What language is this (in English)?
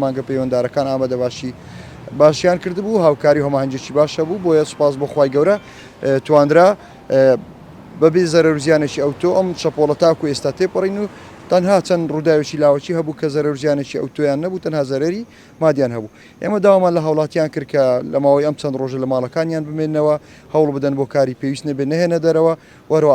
Central Kurdish